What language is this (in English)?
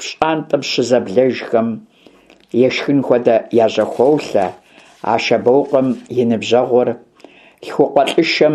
Kabardian